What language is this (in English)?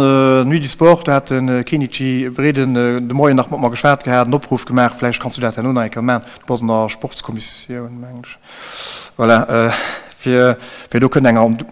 Luxembourgish